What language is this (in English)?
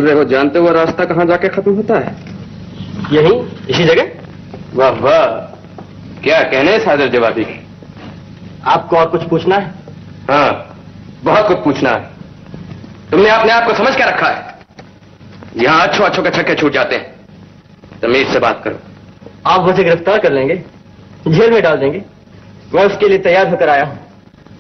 Hindi